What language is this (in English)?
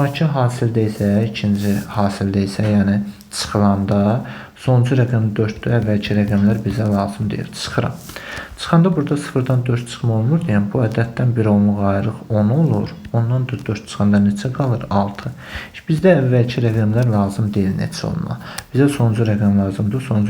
Azerbaijani